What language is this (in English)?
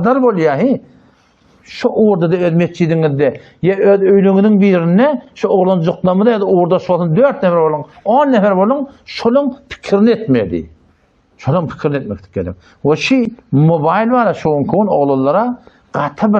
Turkmen